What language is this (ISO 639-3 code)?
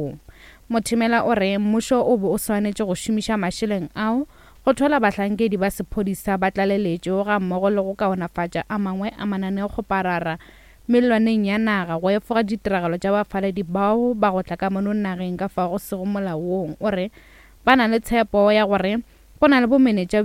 nso